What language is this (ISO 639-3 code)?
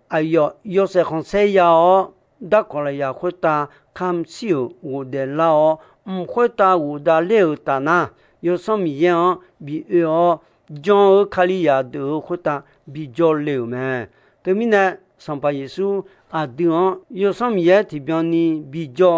ahk